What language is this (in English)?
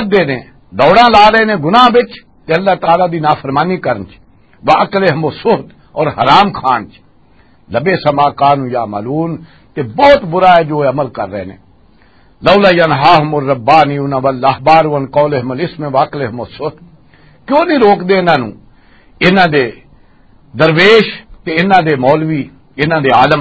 Western Panjabi